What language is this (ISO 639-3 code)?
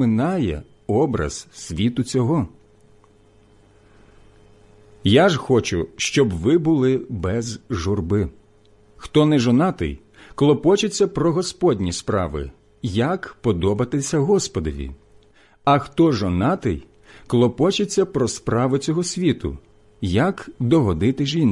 ukr